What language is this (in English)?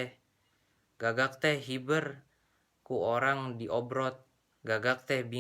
Sundanese